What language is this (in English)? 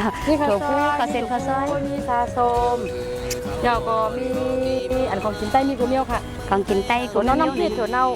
Shan